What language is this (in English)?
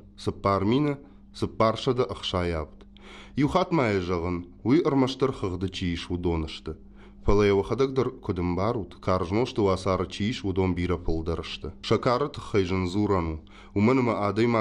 Ossetic